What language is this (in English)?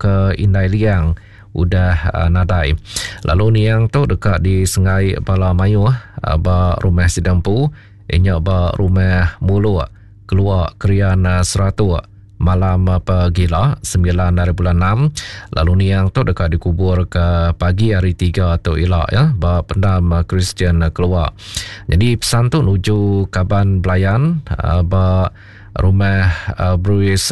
Iban